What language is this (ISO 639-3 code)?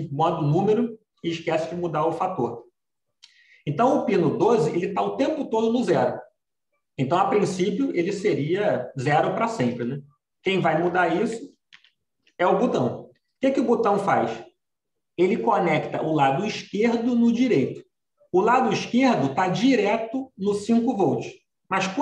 por